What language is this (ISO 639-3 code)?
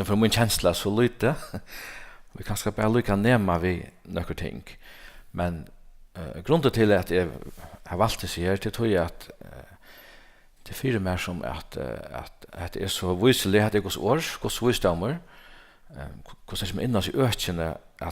fao